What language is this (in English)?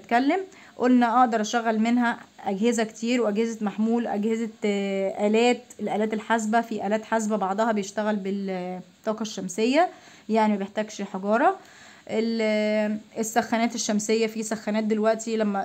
Egyptian Arabic